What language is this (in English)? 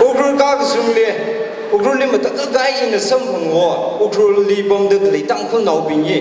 Tangkhul Naga (India)